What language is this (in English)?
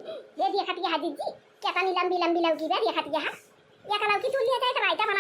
Awadhi